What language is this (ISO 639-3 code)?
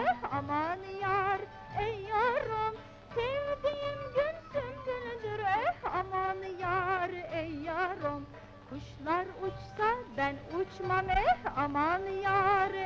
tur